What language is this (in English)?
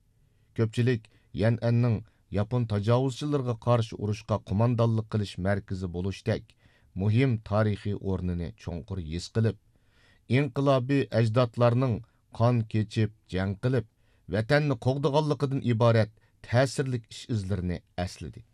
Uyghur